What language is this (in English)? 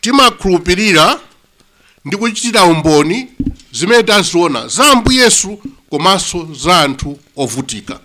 Nyanja